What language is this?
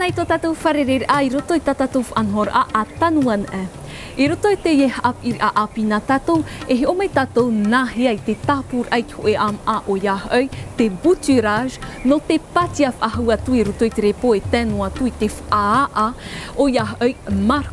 Tahitian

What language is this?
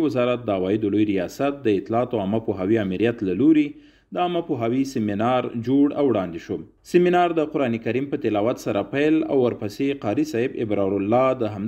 Pashto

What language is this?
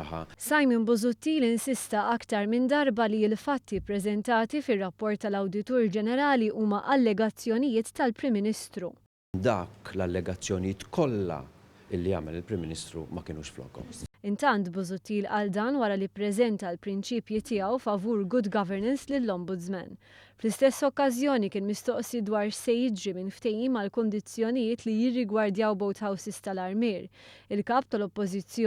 Maltese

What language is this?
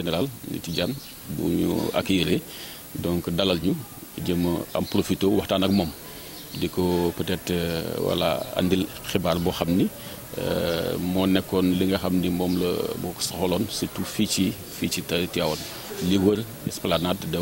Wolof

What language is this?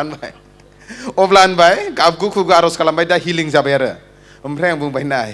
Bodo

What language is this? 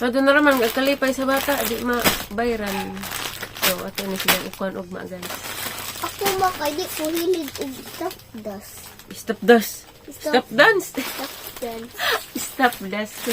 Cebuano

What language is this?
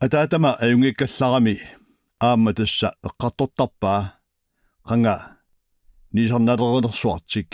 Kalaallisut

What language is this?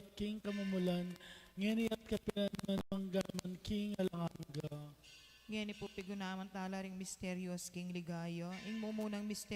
Pampanga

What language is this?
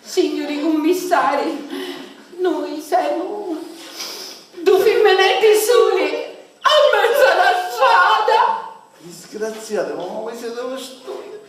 Sicilian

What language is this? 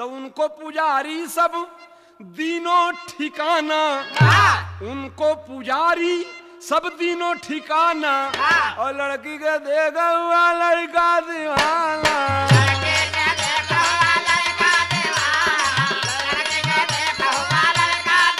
Bhojpuri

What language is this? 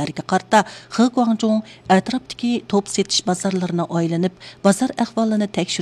Uyghur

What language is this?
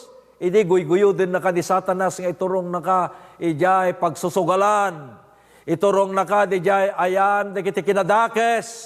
Iloko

